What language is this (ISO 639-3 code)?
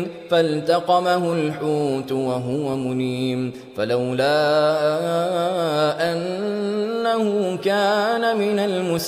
ara